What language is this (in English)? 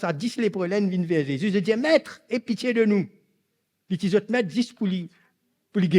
Morisyen